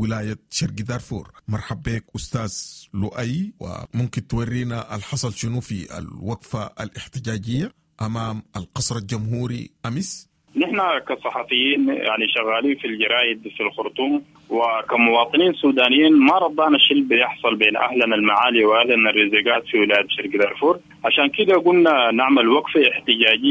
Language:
Sudanese Arabic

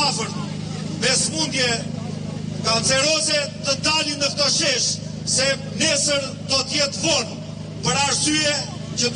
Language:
Albanian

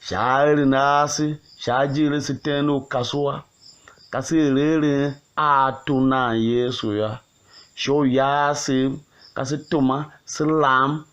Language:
Tiv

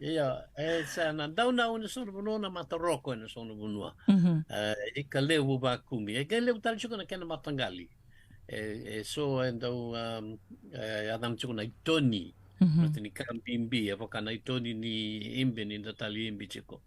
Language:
Fijian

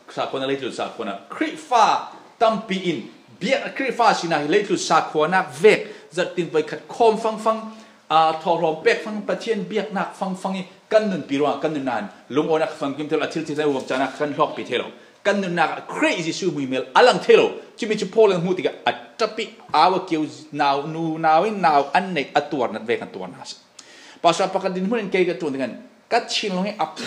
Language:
Falam Chin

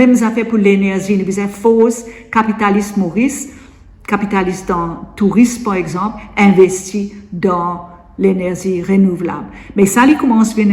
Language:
Morisyen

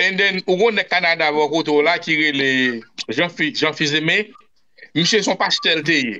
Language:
Haitian Creole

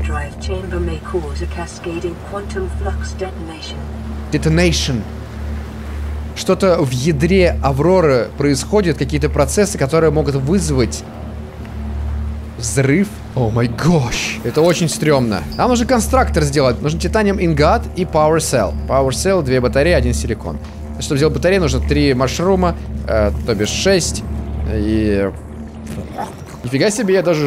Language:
Russian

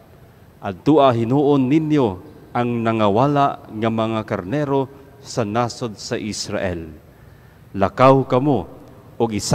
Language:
Cebuano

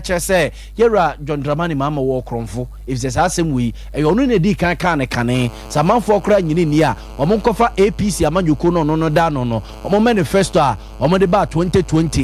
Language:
Akan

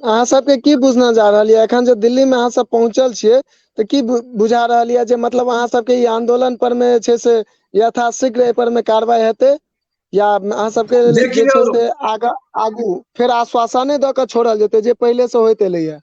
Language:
Maithili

